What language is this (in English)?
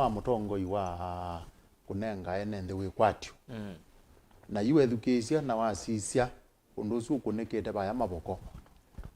Kamba